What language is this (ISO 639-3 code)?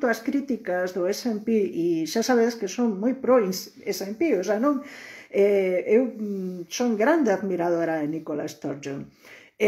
glg